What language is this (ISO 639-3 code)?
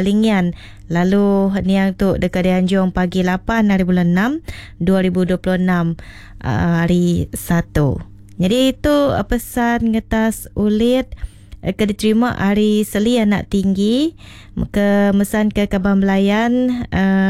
iba